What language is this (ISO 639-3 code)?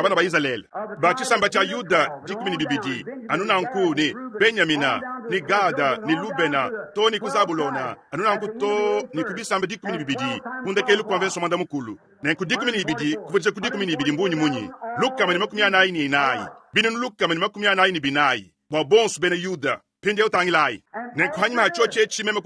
lua